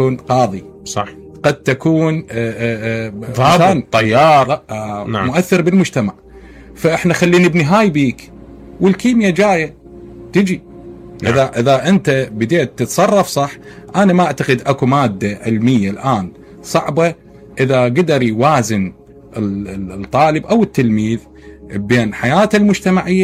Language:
Mesopotamian Arabic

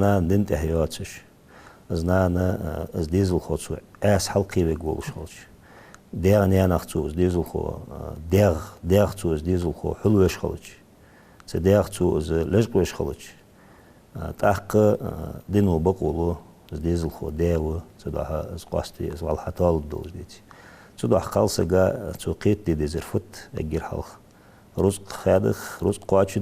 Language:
Ingush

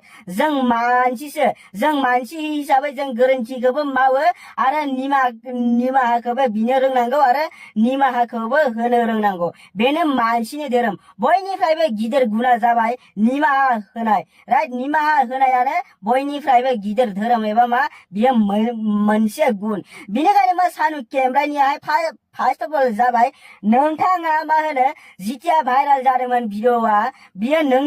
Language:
Bodo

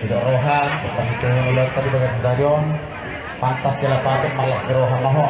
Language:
Batak Toba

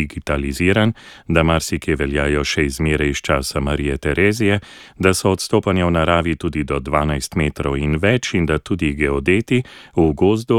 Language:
Slovenian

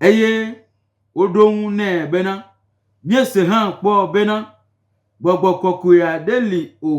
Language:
Gen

